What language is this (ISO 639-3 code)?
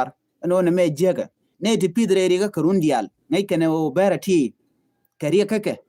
nus